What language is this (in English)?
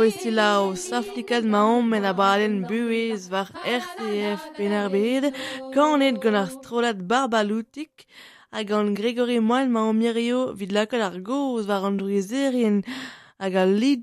Breton